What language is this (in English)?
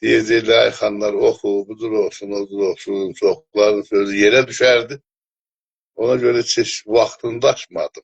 South Azerbaijani